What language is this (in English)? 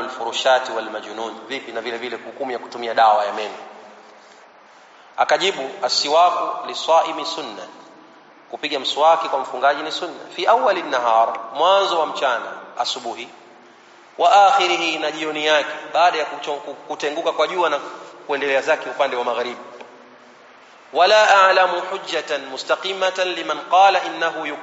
Swahili